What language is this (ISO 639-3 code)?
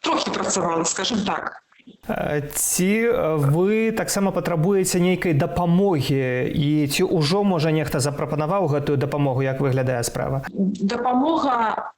bel